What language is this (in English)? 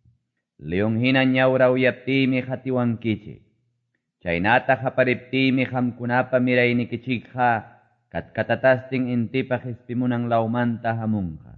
Quechua